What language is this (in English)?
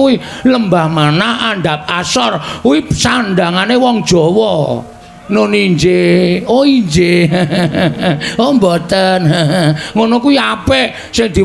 Javanese